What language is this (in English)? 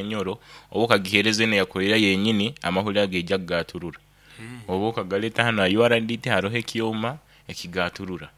Nyankole